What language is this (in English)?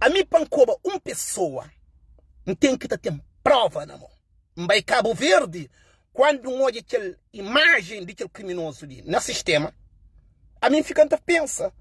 Kabuverdianu